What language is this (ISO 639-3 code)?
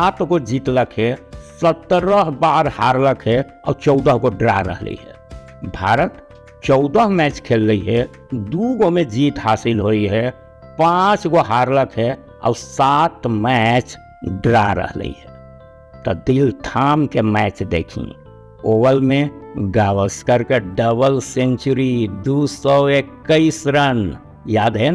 mag